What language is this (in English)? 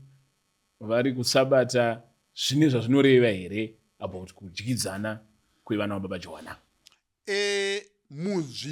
Shona